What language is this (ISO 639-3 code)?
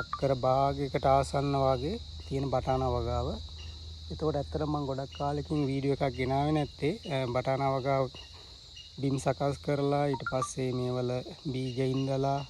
sin